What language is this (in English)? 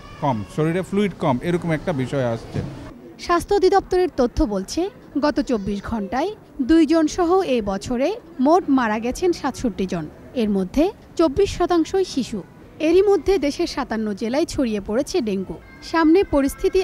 Bangla